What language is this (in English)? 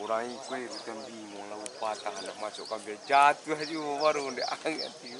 Minangkabau